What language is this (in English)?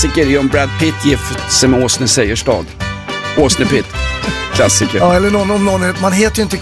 Swedish